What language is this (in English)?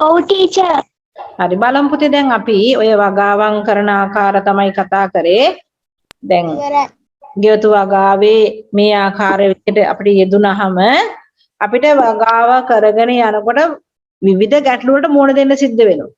Sinhala